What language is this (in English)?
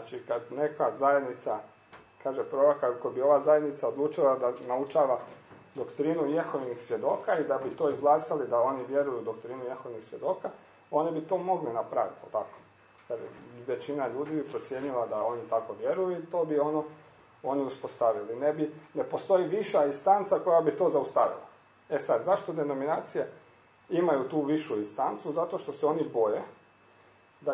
Croatian